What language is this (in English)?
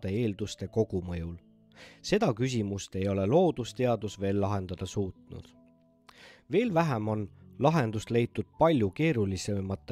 Estonian